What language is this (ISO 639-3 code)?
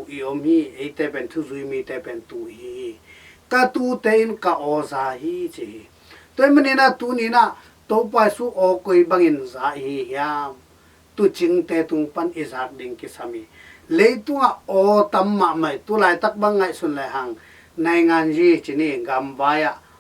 ctd